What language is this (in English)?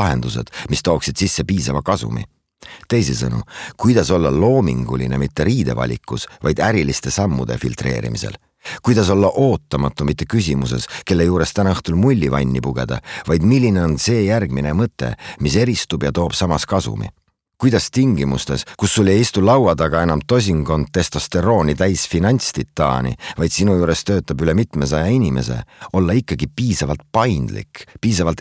Estonian